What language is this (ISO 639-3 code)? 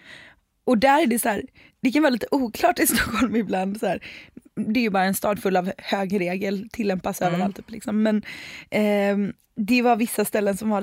swe